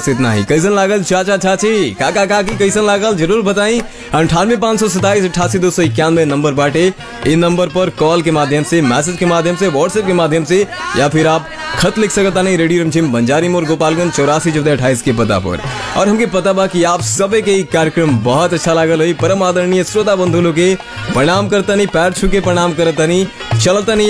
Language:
Bhojpuri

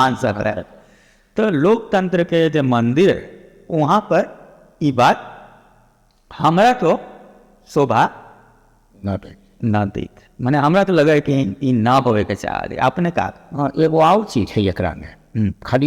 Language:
Magahi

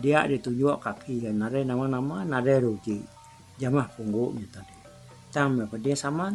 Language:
Iban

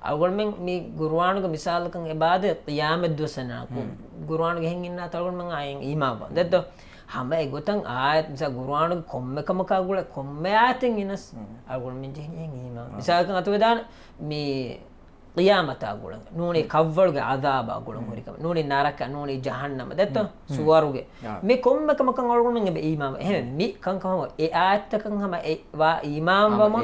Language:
Divehi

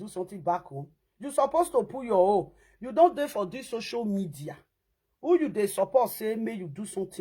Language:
Nigerian Pidgin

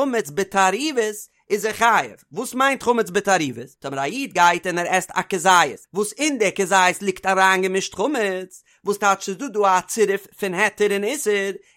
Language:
Yiddish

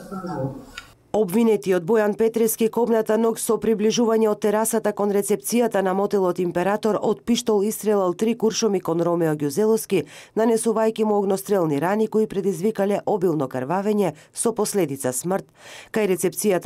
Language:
Macedonian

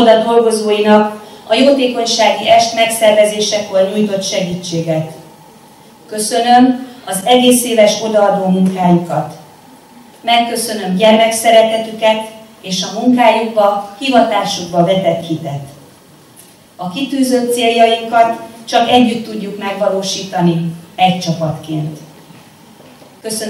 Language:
Hungarian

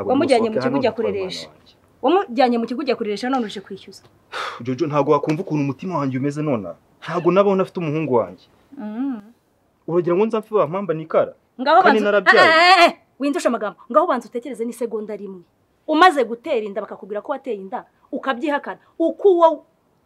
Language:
Kinyarwanda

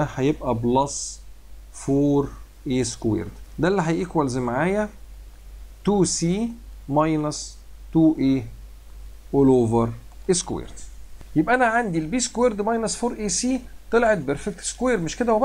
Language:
Egyptian Arabic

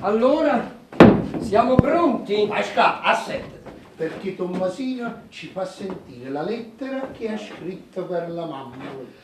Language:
Neapolitan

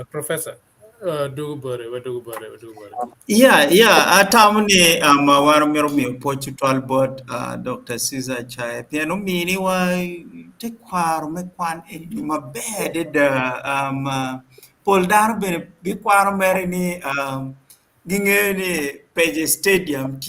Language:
Acoli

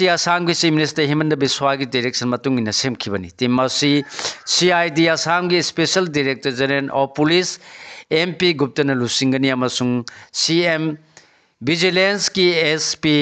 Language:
Manipuri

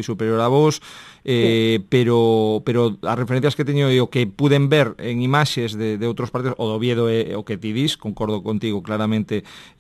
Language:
Galician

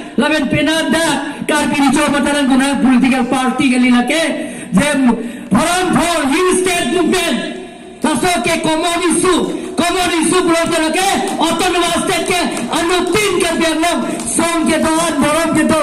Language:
Karbi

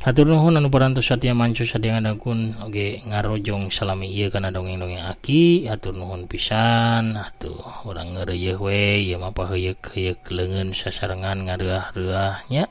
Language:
Sundanese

